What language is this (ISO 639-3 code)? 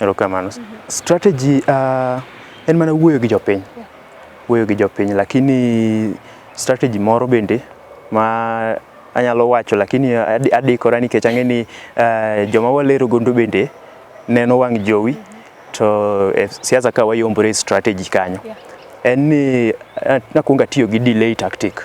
luo